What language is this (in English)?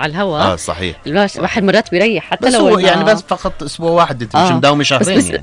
North Levantine Arabic